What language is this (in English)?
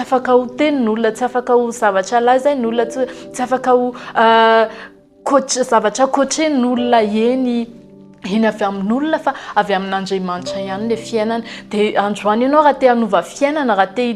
Malagasy